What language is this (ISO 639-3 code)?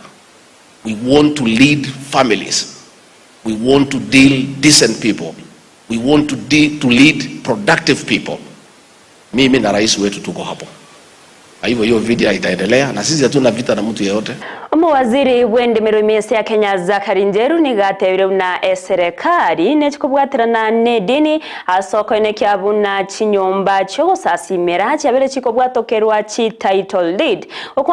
guz